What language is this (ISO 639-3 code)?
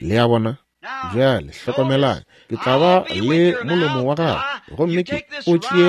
nso